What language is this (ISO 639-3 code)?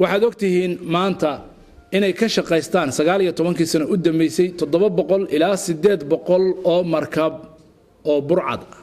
som